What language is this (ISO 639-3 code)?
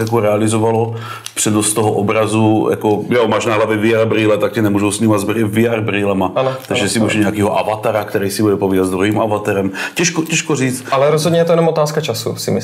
ces